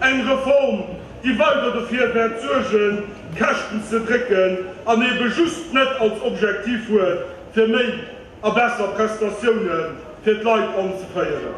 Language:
Luxembourgish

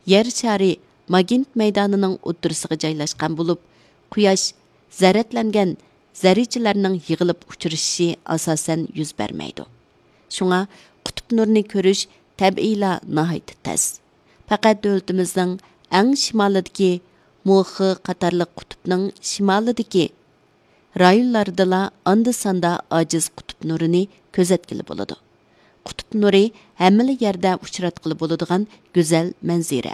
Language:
Uyghur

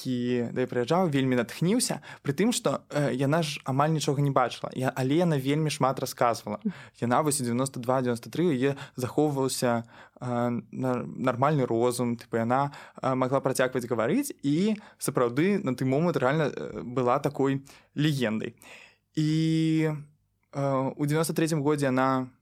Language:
Belarusian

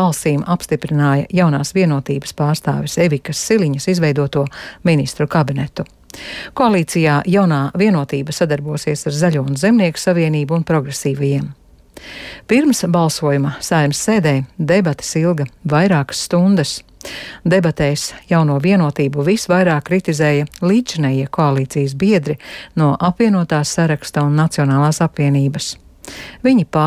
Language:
Latvian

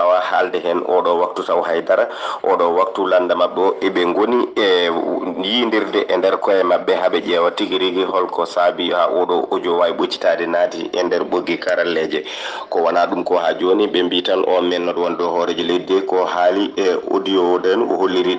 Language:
Fula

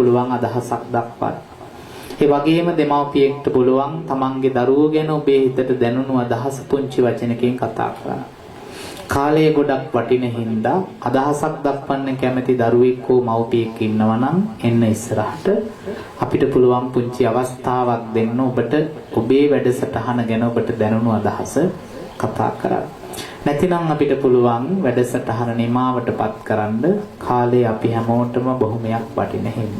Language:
Sinhala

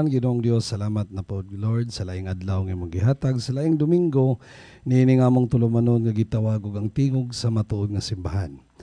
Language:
Cebuano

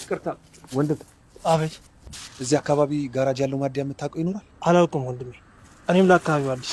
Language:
Amharic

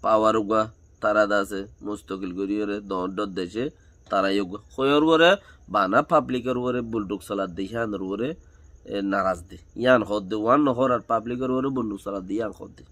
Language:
Rohingya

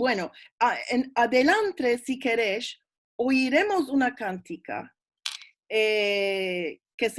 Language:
Ladino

